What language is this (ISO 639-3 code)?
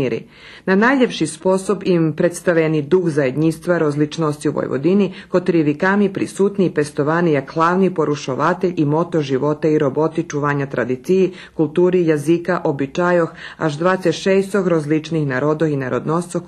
rue